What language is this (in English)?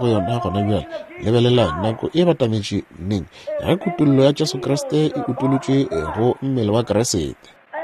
Northern Sotho